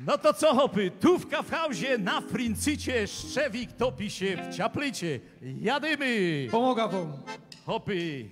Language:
Silesian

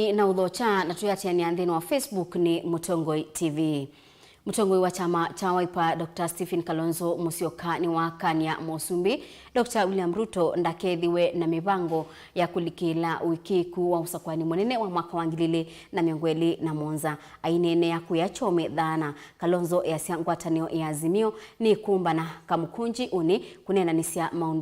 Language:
Kamba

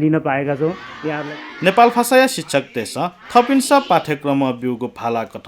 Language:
Newari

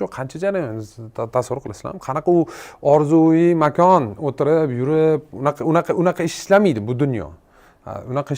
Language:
Uzbek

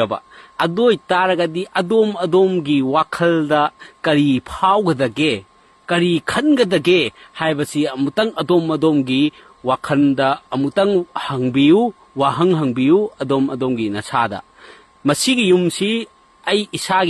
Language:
Manipuri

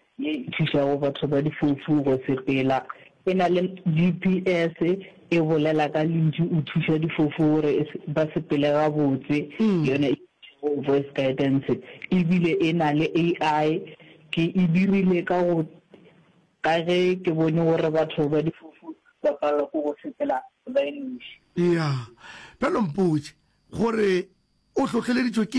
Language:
Northern Sotho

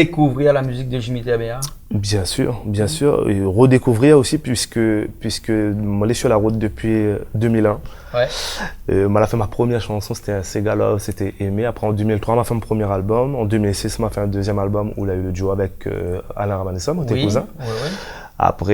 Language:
Réunion Creole French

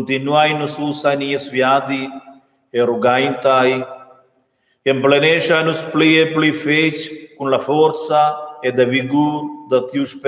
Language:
Romansh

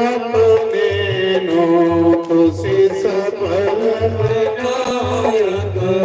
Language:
Dogri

